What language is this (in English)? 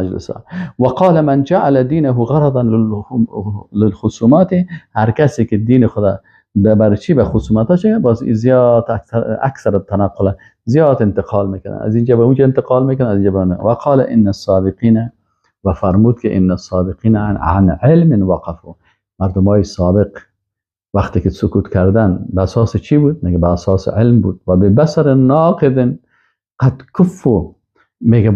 Persian